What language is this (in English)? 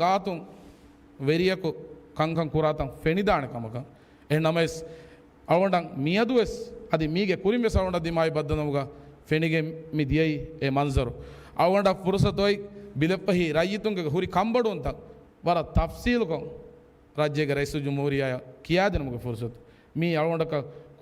Divehi